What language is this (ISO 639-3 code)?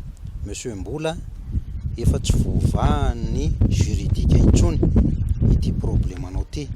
mlg